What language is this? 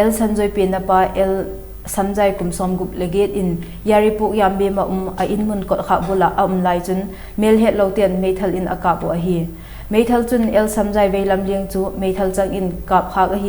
Vaiphei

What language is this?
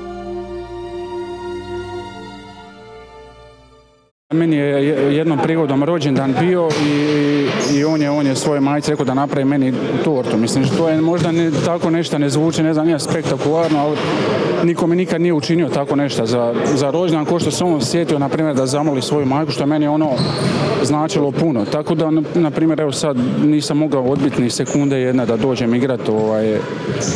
Croatian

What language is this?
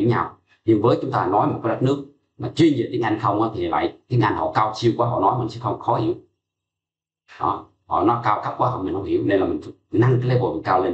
Vietnamese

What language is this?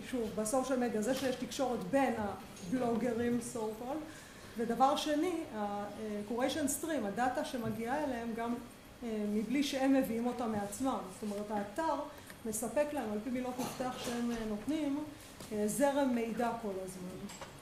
Hebrew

